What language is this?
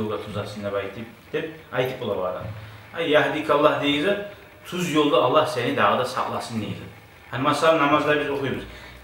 Kumyk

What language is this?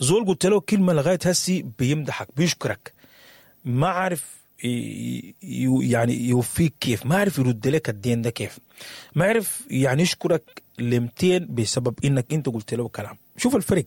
Sudanese Arabic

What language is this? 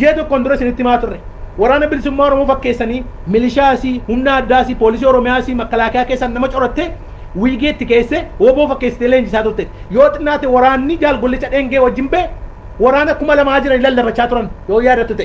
Oromo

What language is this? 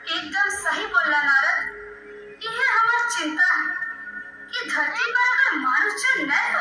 Magahi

